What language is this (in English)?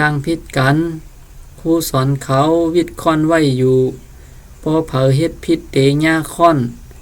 Shan